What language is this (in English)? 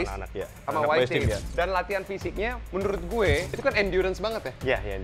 Indonesian